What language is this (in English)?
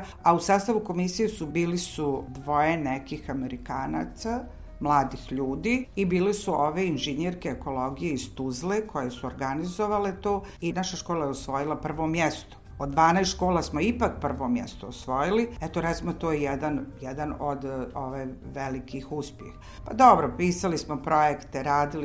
Bosnian